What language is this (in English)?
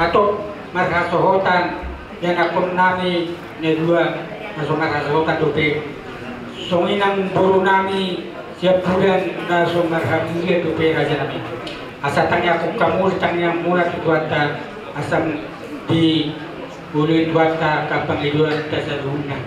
Batak Toba